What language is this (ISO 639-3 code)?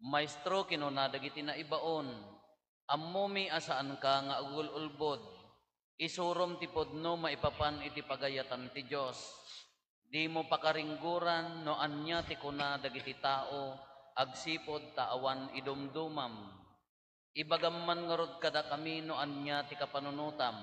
ilo